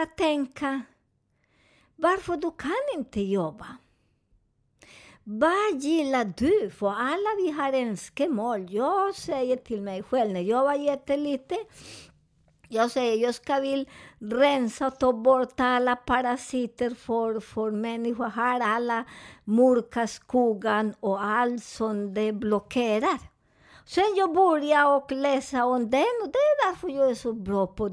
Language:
Swedish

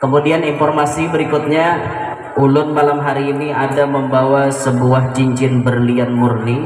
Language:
Banjar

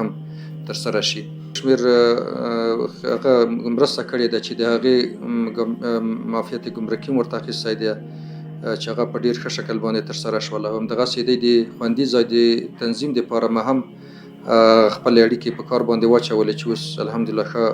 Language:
Pashto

